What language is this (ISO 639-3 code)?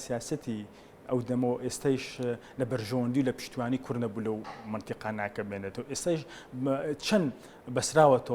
ckb